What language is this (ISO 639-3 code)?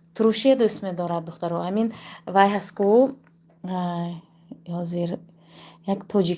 tgk